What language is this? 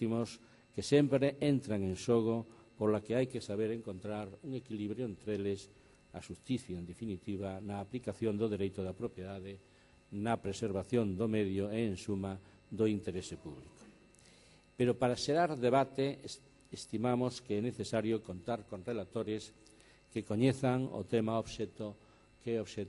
Galician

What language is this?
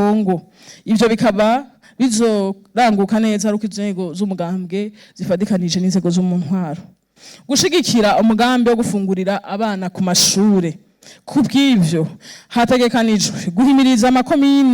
Rundi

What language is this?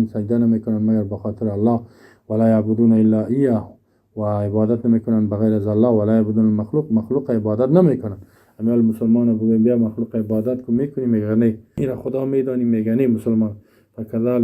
Persian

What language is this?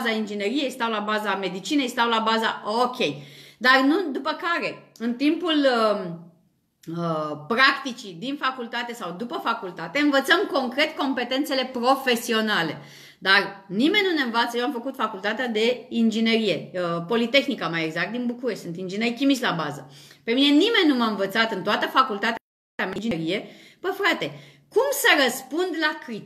Romanian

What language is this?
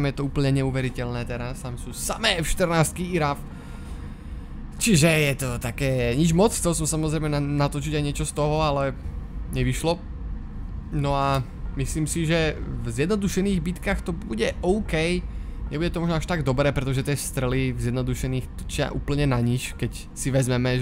Slovak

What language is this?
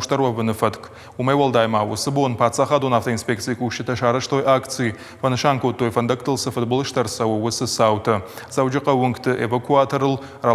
Ossetic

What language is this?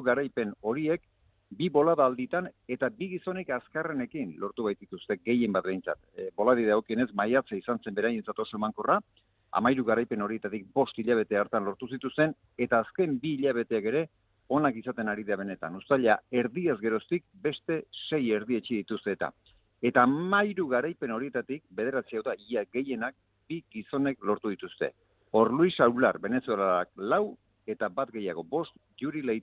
Basque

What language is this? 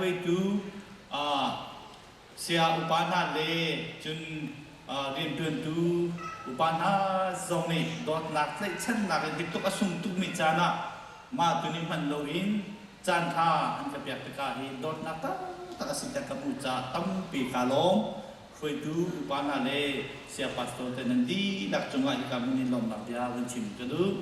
Hakha Chin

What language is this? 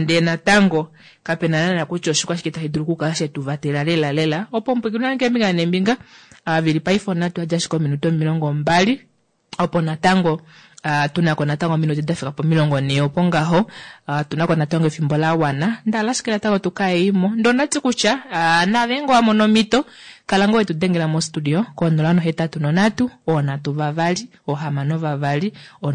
Kuanyama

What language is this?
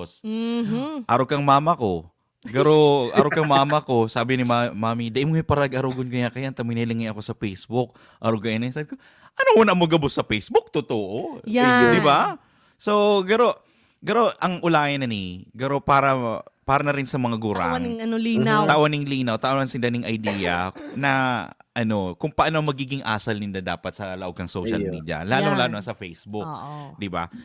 Bikol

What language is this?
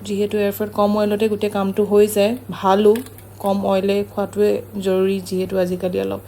Assamese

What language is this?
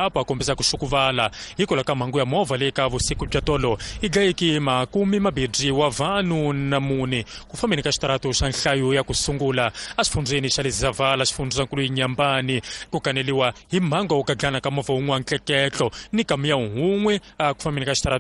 Tsonga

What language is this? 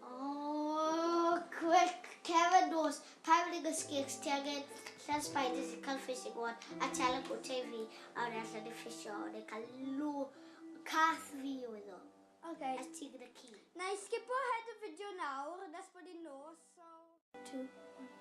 Welsh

